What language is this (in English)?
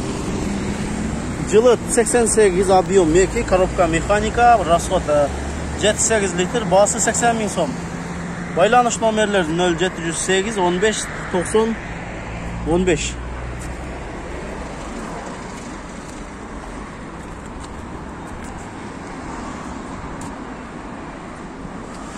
Kyrgyz